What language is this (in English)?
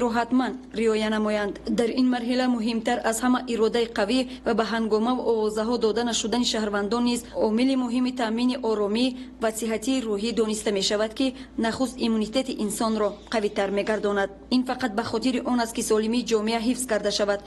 Tajik